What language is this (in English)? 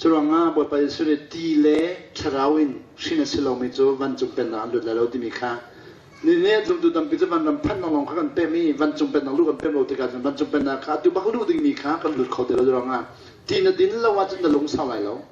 Hakha Chin